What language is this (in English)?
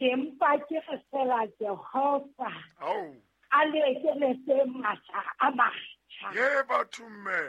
Southern Sotho